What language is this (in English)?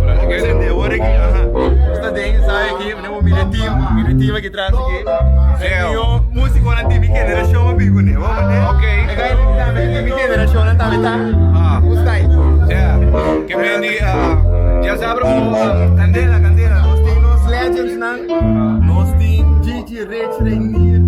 Papiamento